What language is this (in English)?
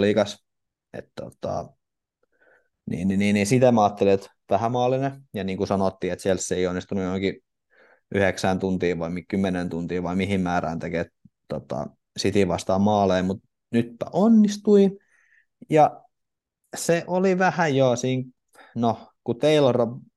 Finnish